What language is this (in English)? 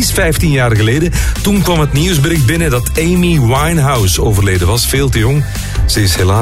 Dutch